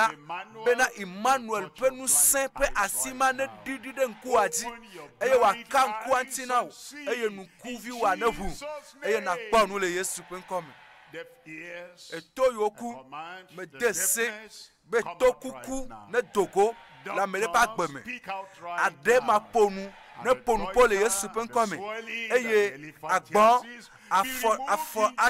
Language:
Ewe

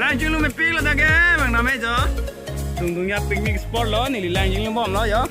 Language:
Karbi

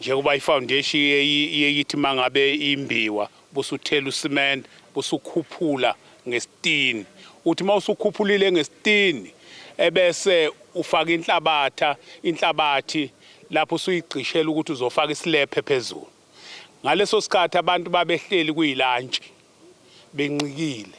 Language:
Zulu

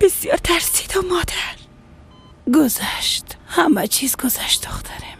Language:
Persian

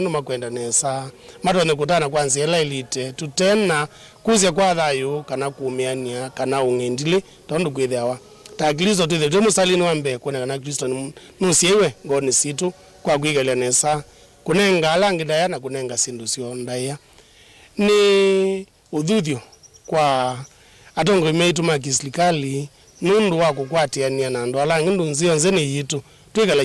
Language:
Kamba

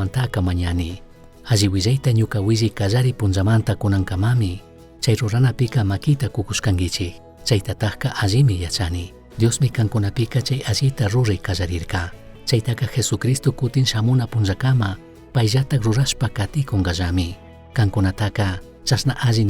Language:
Chimborazo Highland Quichua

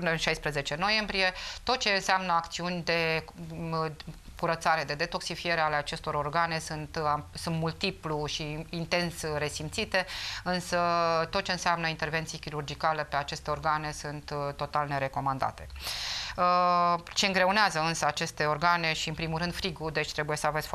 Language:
Romanian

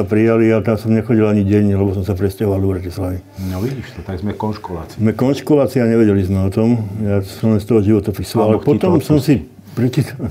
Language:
Slovak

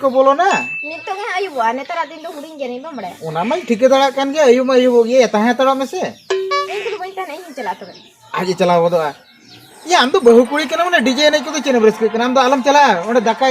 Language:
Santali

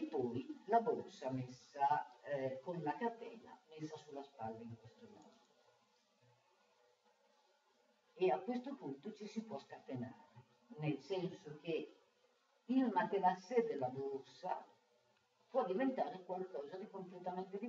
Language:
Italian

